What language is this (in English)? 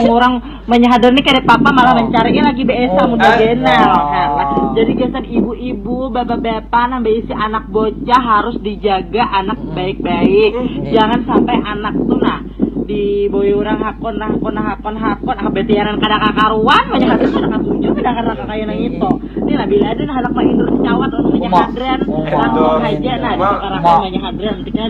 Banjar